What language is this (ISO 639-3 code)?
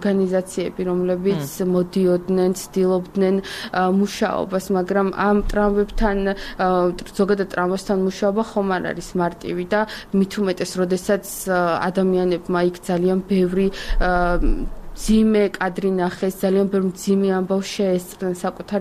kat